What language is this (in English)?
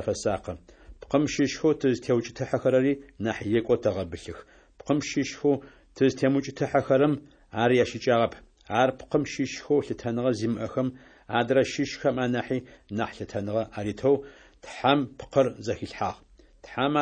Adyghe